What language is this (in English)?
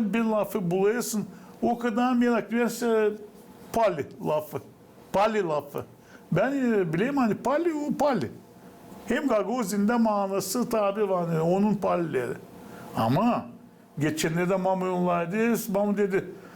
Gagauz